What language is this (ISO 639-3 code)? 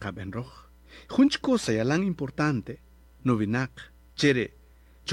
cak